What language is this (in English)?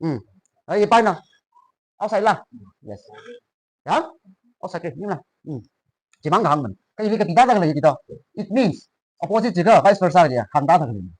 Tangkhul Naga (India)